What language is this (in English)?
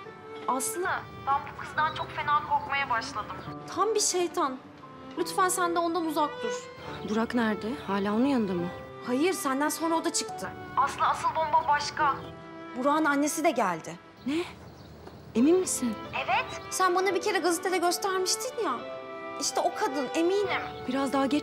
Turkish